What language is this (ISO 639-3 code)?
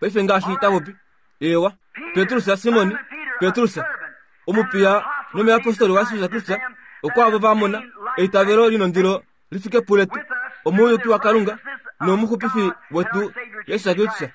kua